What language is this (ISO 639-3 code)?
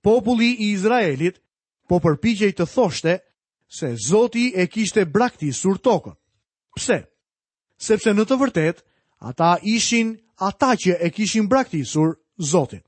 sqi